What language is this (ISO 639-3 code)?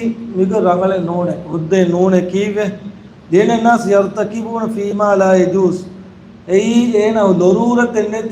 div